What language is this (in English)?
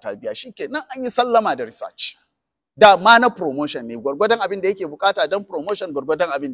Hausa